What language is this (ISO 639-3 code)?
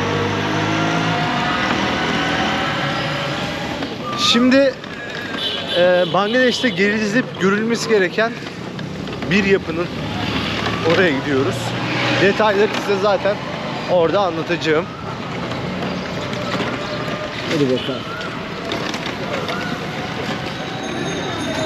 tur